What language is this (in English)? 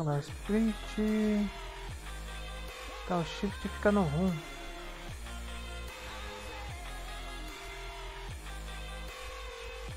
Portuguese